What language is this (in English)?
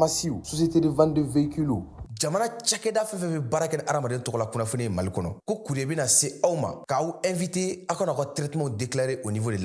Bambara